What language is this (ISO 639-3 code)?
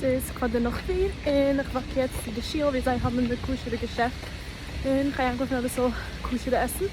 yid